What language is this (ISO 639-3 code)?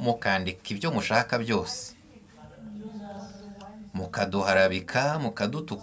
kin